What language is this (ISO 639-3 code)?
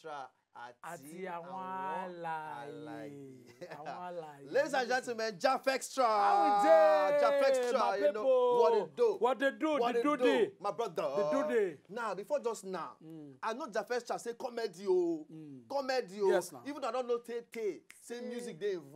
pcm